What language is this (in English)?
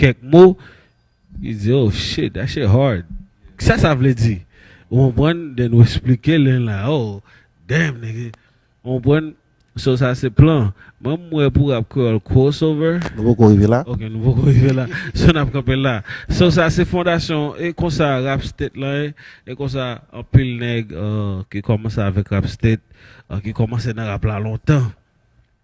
Haitian Creole